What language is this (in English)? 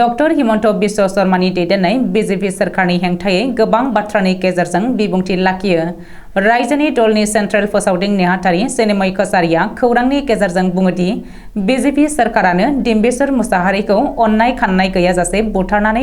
Bodo